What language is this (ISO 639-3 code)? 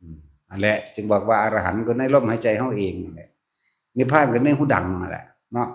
tts